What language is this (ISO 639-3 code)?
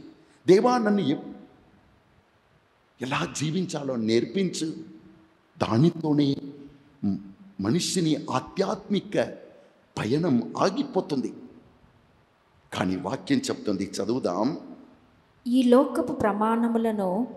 tel